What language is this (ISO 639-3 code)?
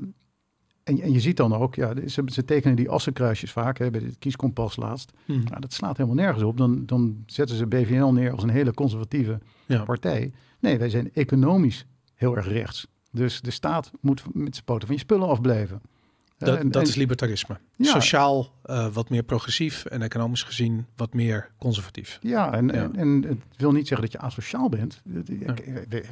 nld